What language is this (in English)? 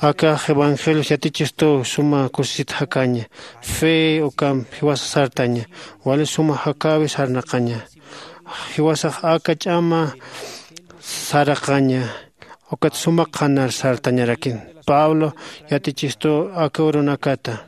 Aymara